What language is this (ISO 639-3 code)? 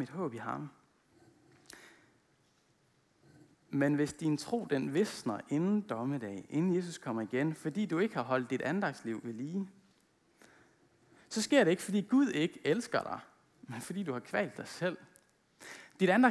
dan